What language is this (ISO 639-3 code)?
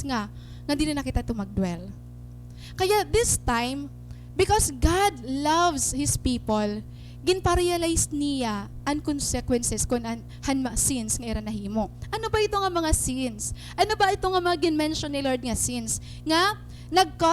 war